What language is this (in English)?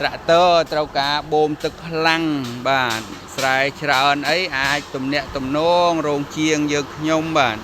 Khmer